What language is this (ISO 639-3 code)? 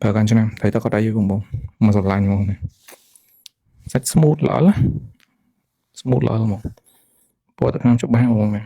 khm